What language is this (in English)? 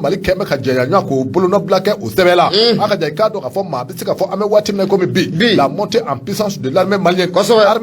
Bambara